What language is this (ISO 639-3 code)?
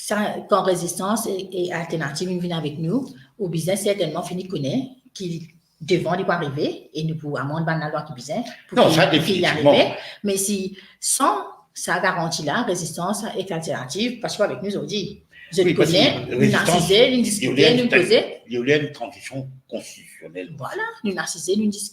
mfe